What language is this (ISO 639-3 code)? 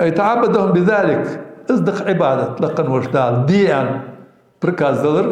inh